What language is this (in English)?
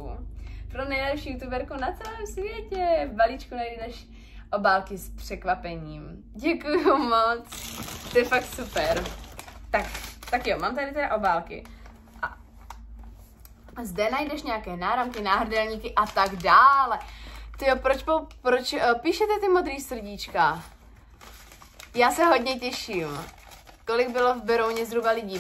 Czech